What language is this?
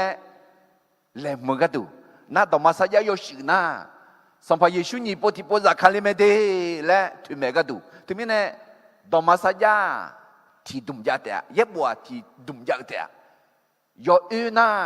Akha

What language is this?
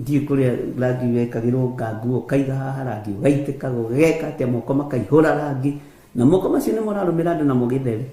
Kikuyu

